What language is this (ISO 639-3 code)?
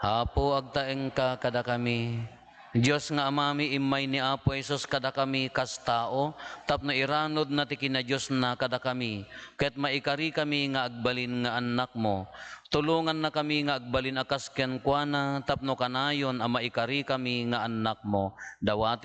ilo